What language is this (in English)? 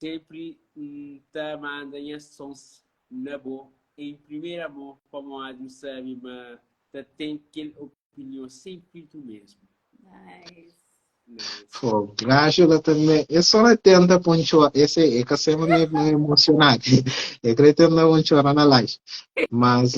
Kabuverdianu